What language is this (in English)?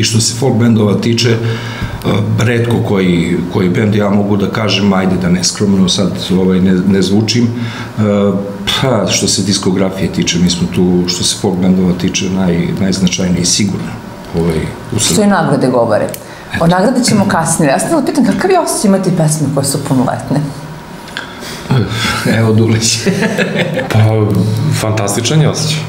Serbian